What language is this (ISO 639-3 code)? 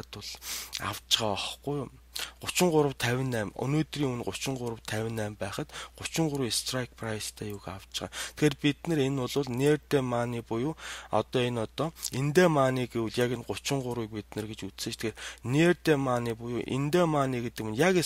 mon